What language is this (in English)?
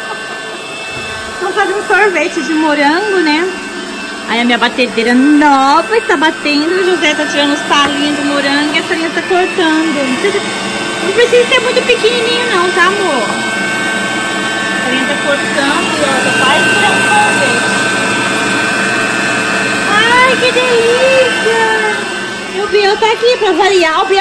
Portuguese